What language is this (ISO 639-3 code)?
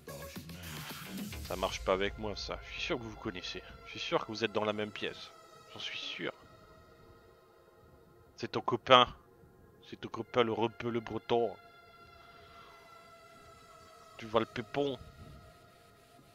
fra